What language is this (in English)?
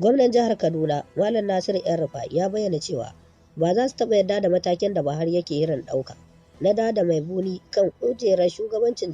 Hausa